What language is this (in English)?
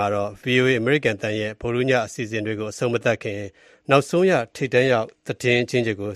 Burmese